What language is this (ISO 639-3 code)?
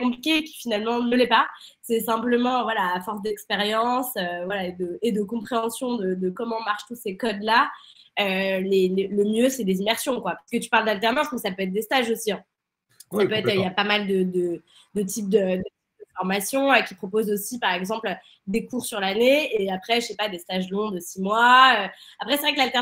fra